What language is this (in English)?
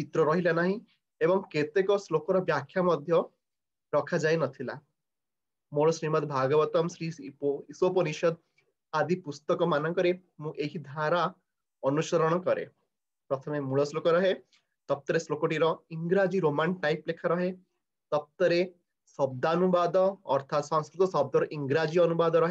Odia